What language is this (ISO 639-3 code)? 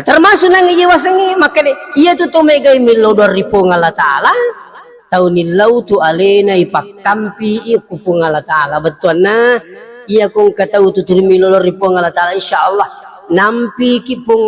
bug